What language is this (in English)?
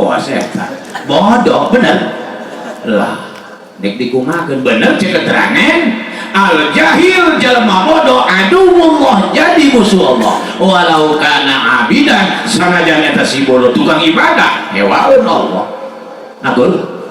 Sundanese